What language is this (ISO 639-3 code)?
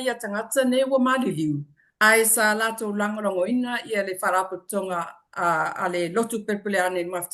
smo